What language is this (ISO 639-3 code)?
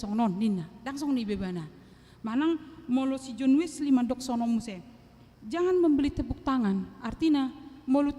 bbc